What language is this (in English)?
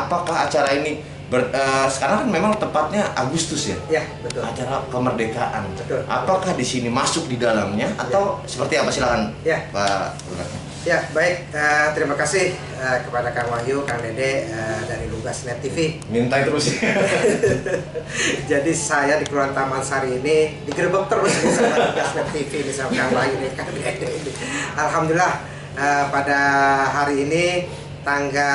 Indonesian